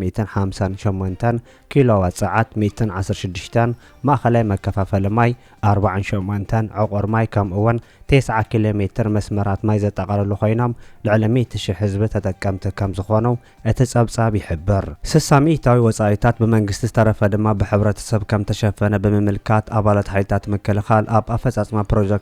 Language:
Tigrinya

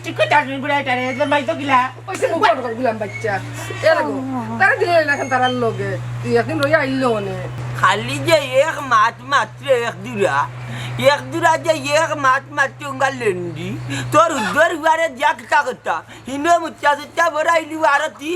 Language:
Sylheti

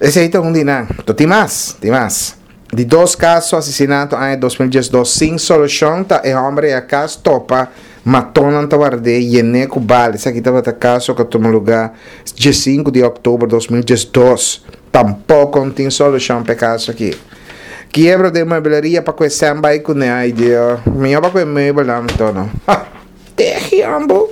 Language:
Papiamento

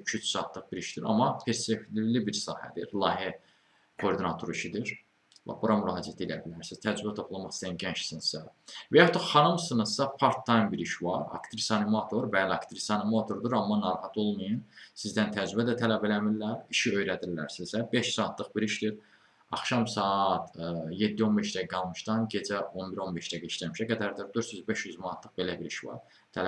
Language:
Azerbaijani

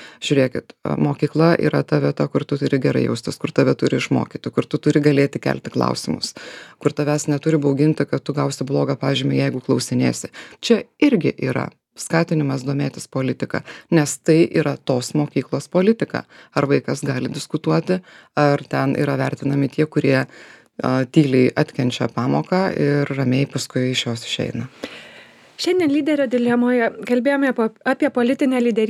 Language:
Lithuanian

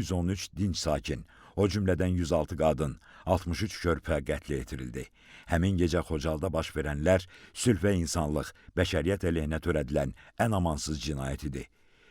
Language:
Azerbaijani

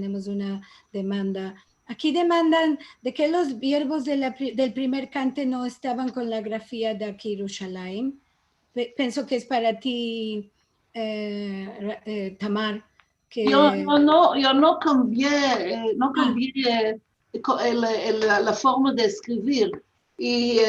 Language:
Ladino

